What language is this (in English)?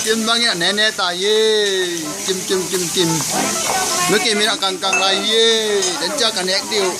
Tedim Chin